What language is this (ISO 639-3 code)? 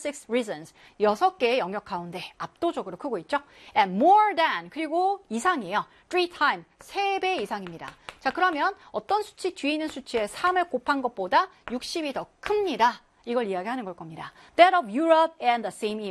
kor